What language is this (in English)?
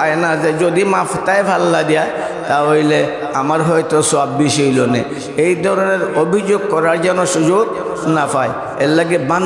Sylheti